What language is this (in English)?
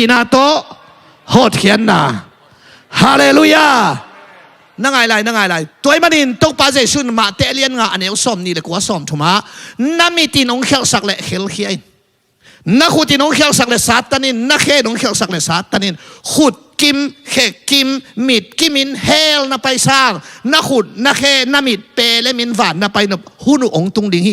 Tedim Chin